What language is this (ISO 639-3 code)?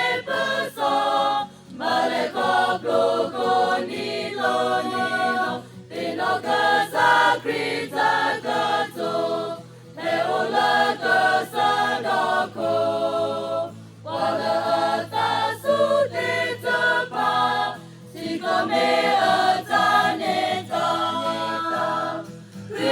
ksw